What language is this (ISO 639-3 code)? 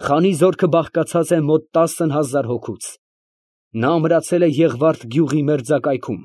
hye